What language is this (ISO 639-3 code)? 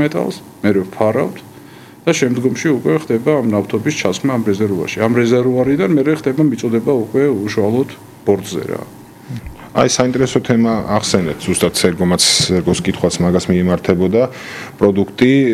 kat